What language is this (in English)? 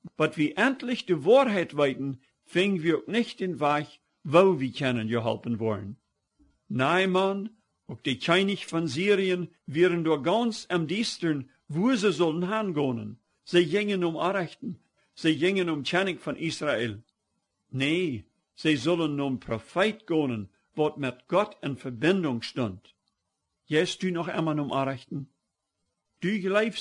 Plautdietsch